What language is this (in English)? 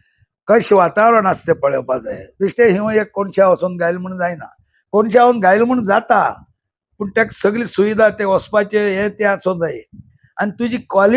Konkani